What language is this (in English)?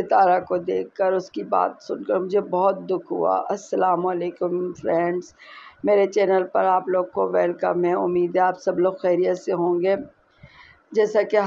Urdu